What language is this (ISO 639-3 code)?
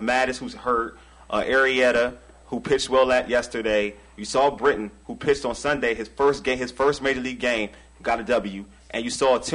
eng